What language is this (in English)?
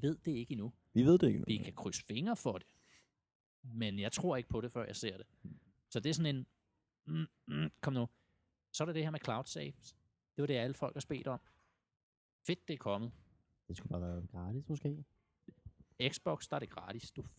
Danish